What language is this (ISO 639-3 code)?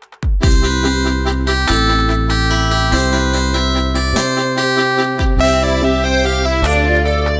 mal